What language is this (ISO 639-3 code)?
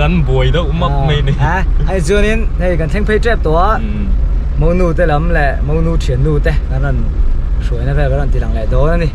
lus